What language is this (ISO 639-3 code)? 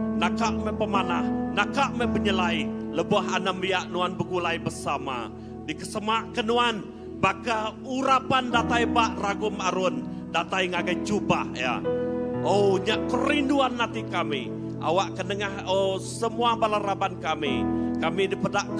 iba